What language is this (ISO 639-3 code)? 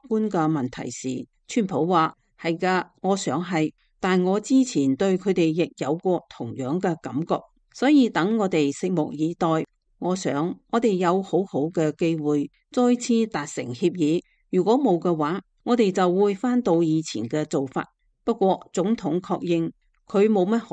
yue